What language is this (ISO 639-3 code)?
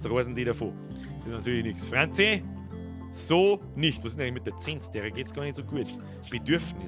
bar